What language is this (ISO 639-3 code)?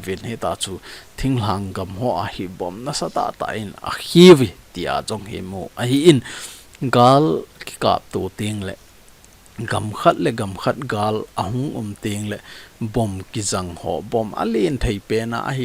tcz